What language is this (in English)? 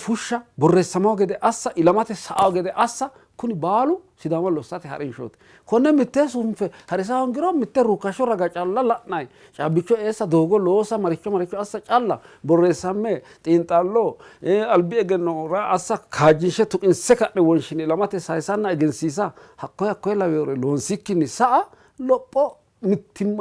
Sidamo